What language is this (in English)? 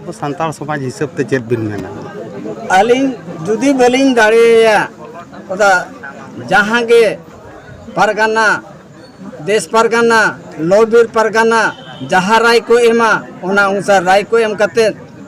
Santali